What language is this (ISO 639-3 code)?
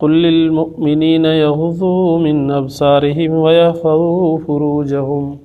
snd